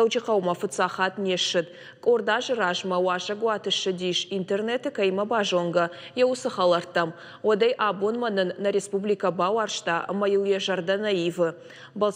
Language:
Ossetic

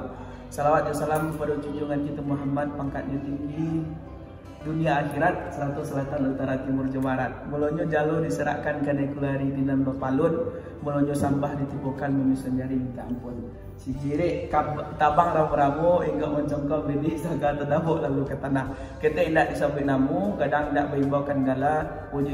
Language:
Minangkabau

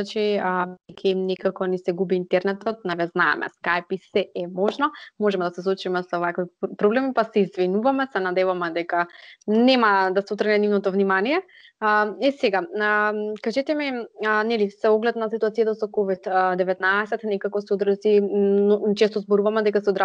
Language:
Macedonian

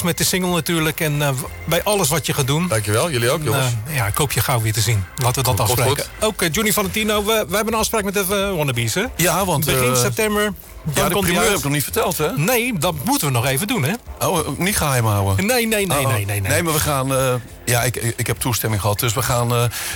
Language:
Dutch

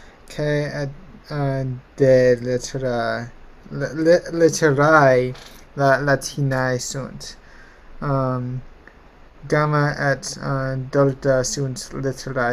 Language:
Latin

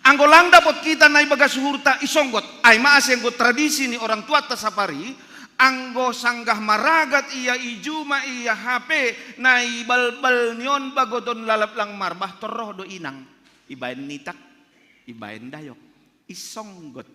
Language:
Batak Simalungun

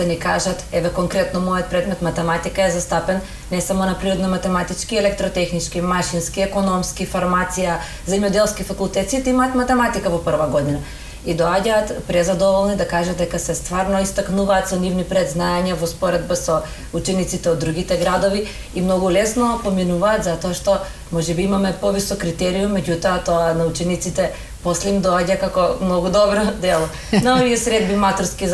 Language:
Macedonian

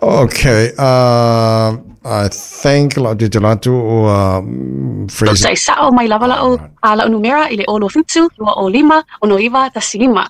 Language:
Samoan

